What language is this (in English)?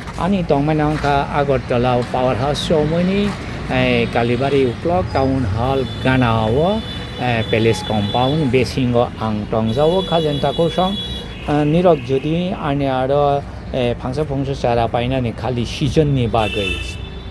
Kok Borok